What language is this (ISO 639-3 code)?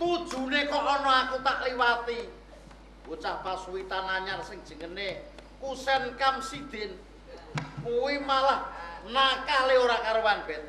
jav